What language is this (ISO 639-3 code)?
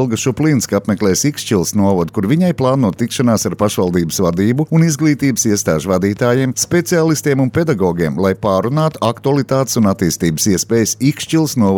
lav